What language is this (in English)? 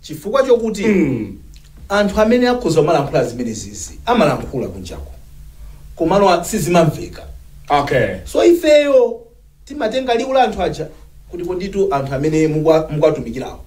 Nyanja